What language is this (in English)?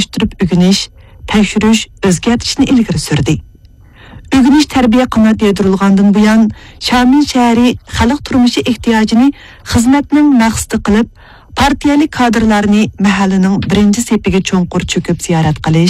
Uyghur